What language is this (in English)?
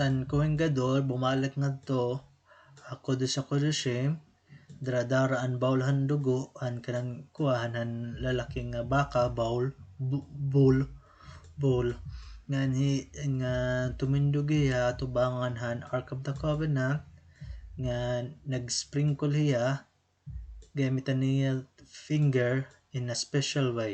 Waray